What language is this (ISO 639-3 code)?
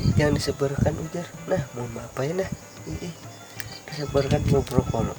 bjn